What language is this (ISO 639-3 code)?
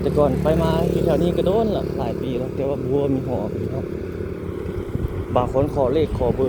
lao